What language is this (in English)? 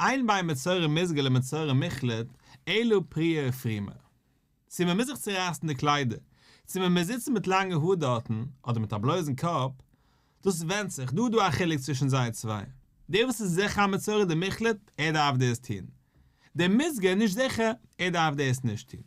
Yiddish